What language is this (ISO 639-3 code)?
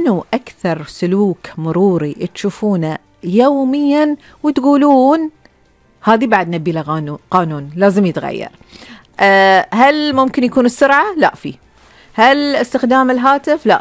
afb